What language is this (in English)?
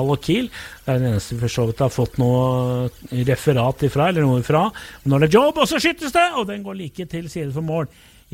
Norwegian